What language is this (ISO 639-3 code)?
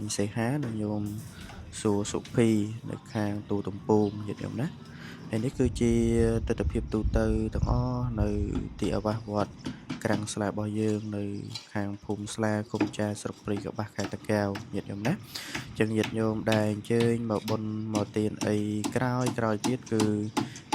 khm